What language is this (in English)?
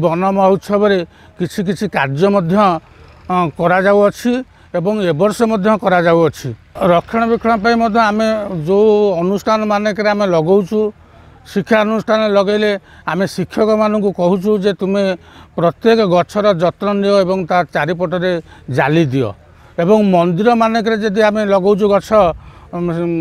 Odia